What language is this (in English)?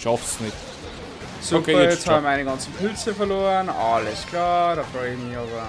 Bavarian